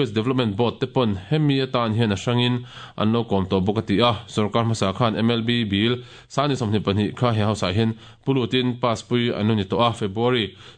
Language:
Mizo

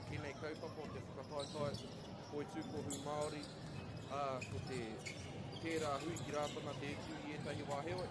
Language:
Māori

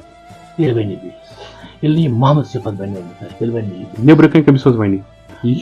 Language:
Kashmiri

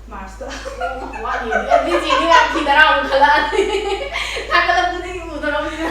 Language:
Manipuri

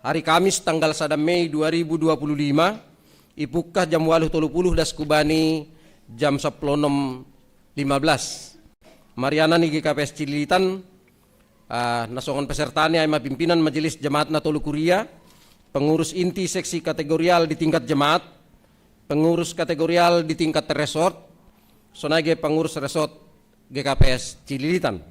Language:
Batak Simalungun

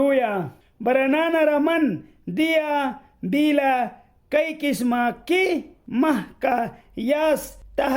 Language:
Mískito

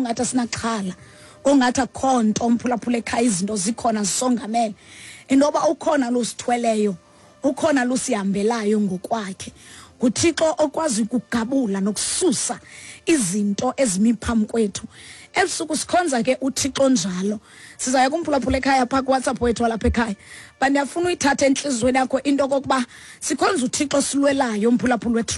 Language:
Xhosa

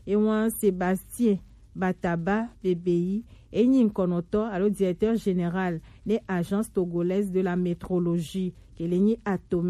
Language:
Gen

